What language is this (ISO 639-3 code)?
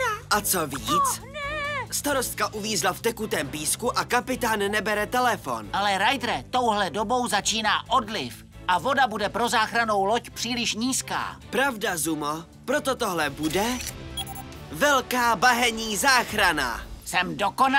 ces